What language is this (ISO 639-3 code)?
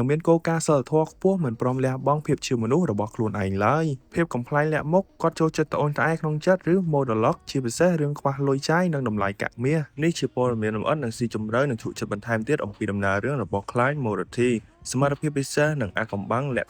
khm